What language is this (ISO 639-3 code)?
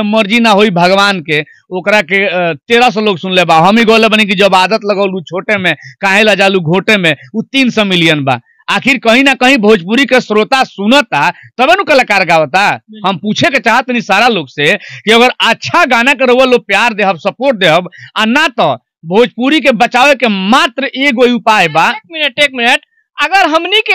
bho